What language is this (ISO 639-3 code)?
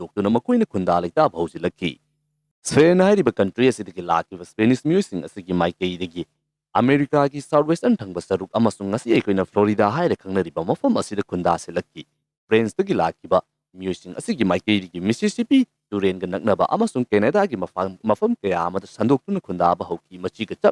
mni